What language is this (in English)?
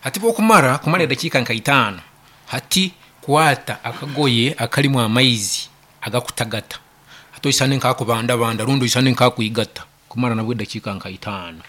Nyankole